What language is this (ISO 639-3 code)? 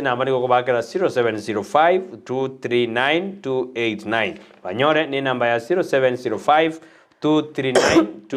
guz